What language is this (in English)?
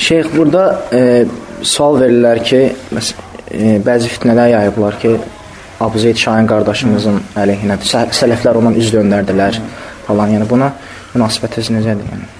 Azerbaijani